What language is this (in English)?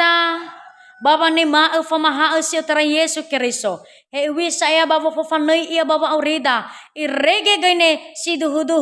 Nias